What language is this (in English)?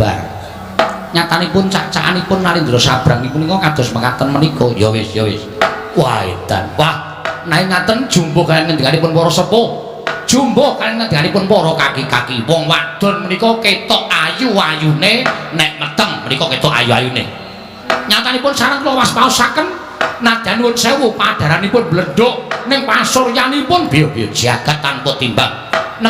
Javanese